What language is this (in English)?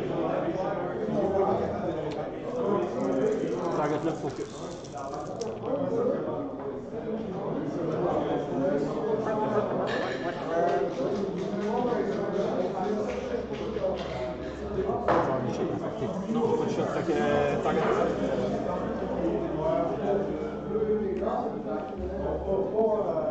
French